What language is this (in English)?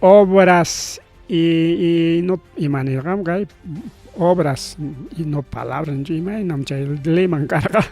Ayacucho Quechua